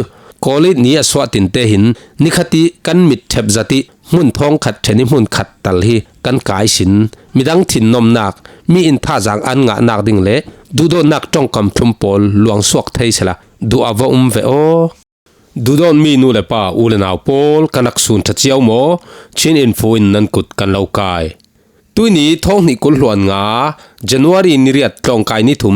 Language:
Falam Chin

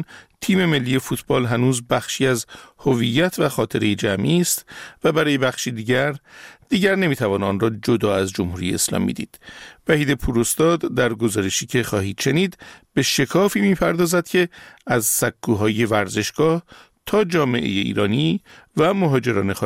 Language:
Persian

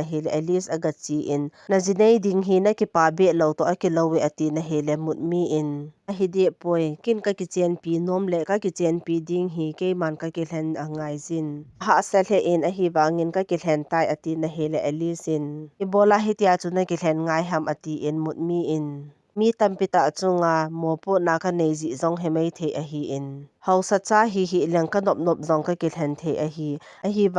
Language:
Thado Chin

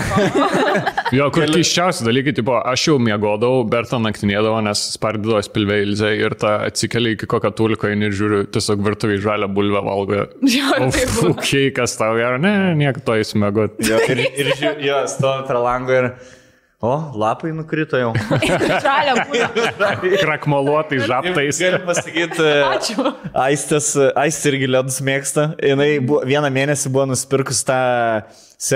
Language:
Lithuanian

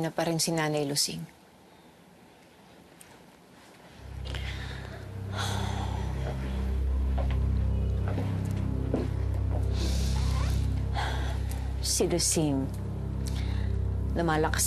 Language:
Filipino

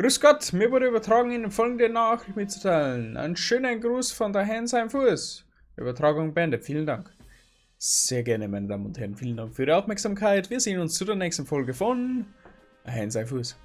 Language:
Bavarian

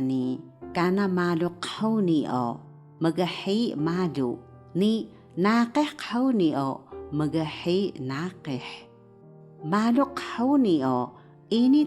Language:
Taroko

